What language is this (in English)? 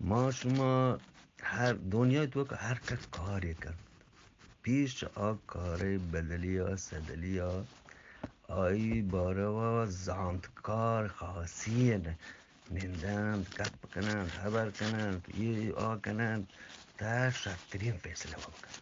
Eastern Balochi